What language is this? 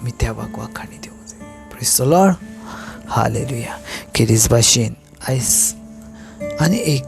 Konkani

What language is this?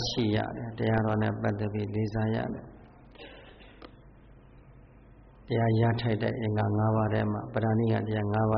Burmese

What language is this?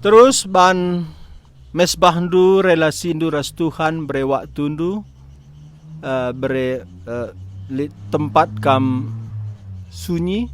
Batak Karo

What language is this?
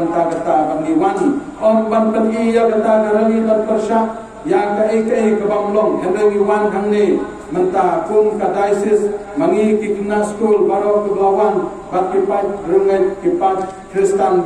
Khasi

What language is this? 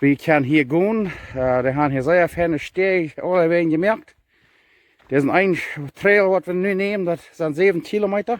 Plautdietsch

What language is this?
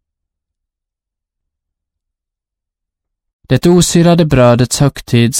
Swedish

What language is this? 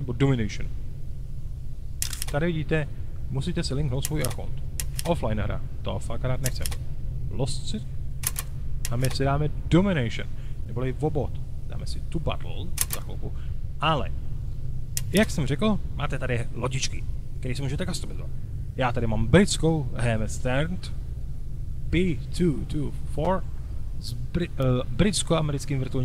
Czech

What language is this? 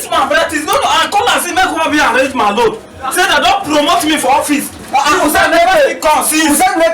Nigerian Pidgin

